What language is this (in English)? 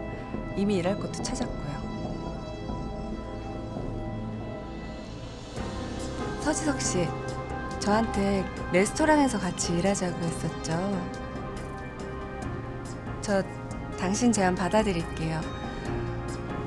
Korean